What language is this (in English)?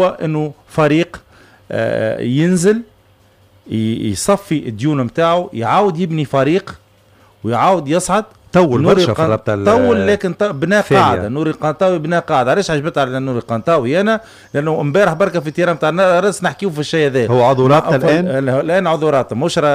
Tunisian Arabic